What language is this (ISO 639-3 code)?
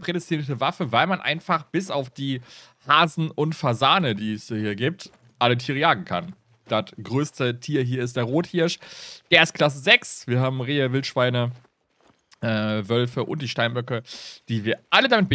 deu